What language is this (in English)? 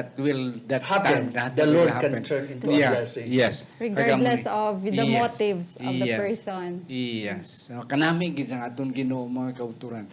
Hiligaynon